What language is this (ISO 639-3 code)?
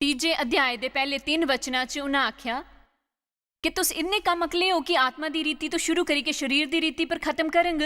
doi